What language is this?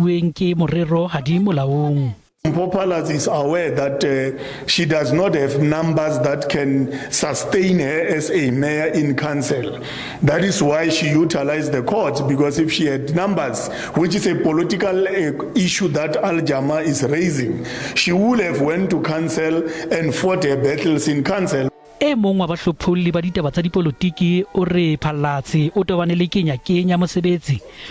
Southern Sotho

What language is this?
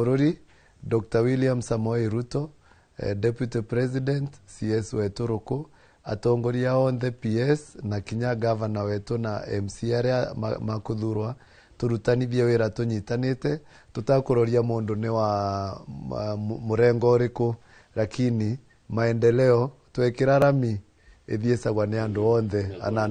Kikuyu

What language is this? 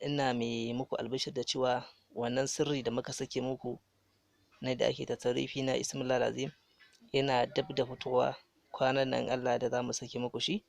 Hausa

